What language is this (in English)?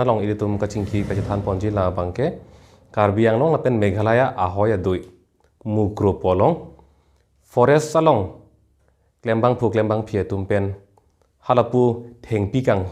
Karbi